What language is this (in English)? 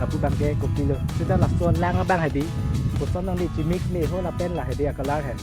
Karbi